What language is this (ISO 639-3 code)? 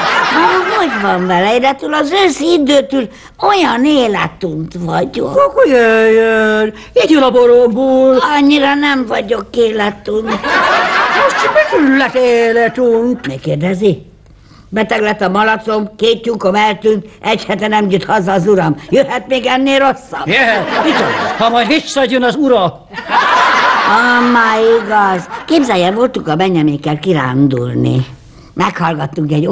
hun